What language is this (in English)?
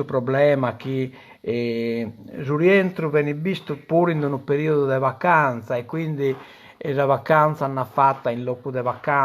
Sardinian